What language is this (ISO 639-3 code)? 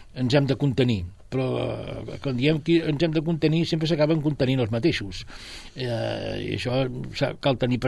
cat